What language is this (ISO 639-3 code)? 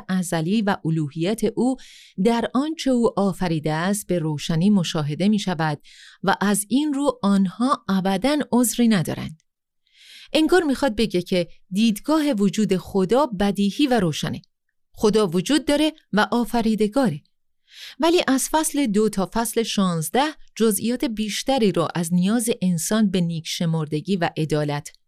fas